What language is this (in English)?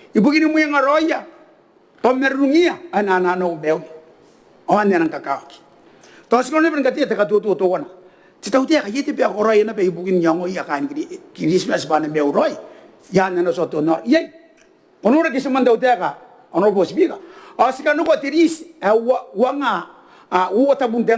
Gilbertese